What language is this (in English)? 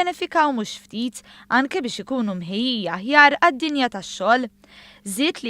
Maltese